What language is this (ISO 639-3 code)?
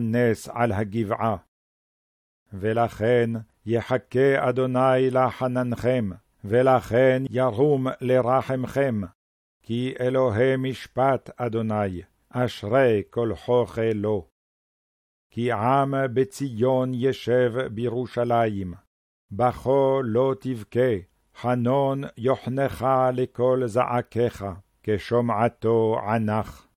heb